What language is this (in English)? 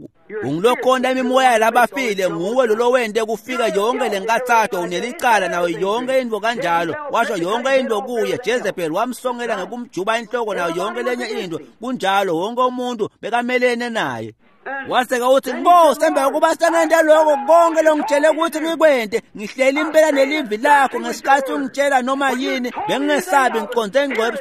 Swati